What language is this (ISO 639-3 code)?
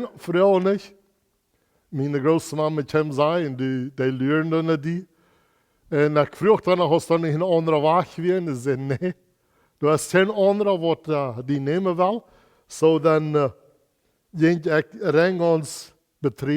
pdt